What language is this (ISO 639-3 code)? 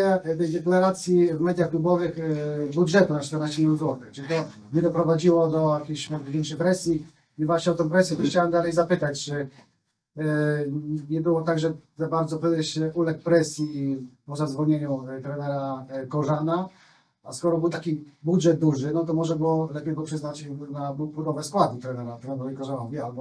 pol